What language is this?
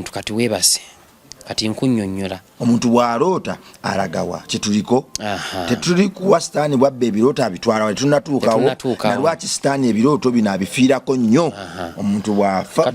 Ganda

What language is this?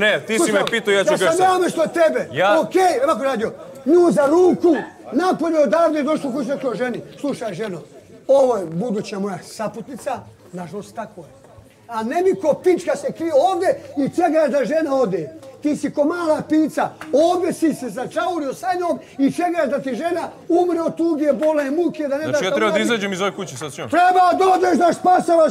Bosnian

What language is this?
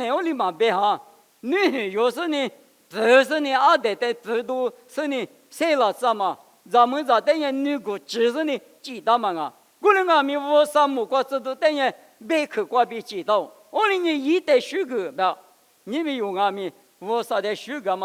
Lisu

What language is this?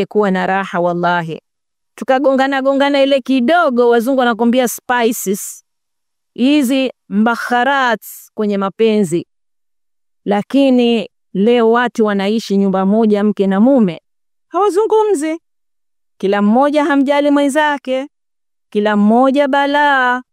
Swahili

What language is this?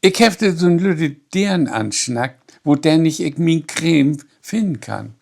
Low German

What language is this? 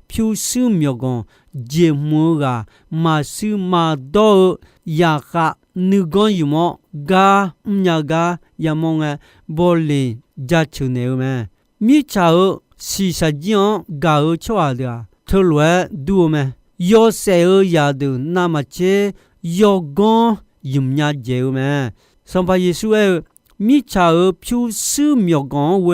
Akha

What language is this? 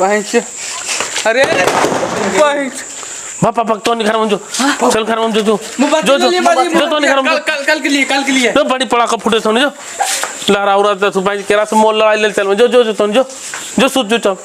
Magahi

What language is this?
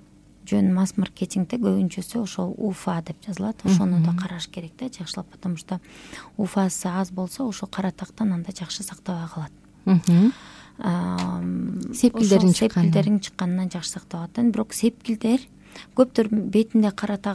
Kyrgyz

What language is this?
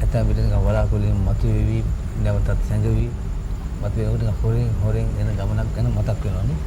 Sinhala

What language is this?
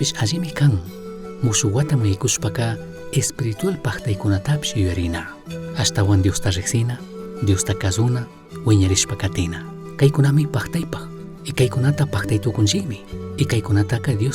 Chimborazo Highland Quichua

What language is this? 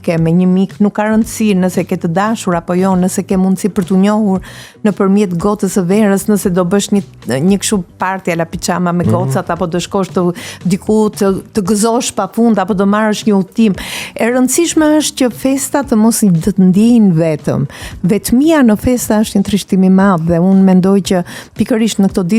Albanian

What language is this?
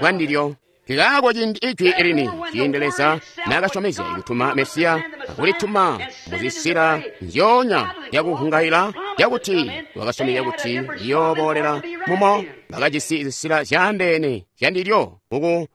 Tonga (Zambia)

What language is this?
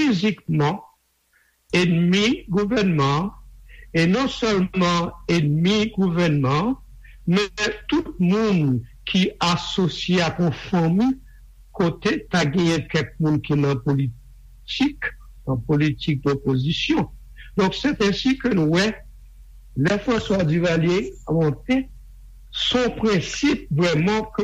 Haitian Creole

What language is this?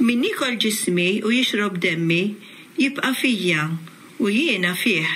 Maltese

